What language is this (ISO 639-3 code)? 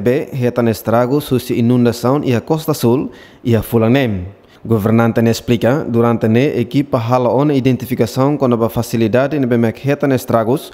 tet